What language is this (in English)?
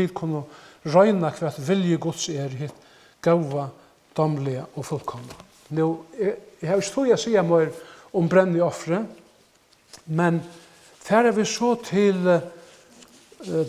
Faroese